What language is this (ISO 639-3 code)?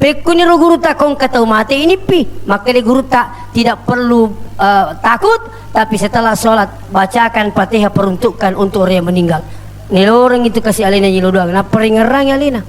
bug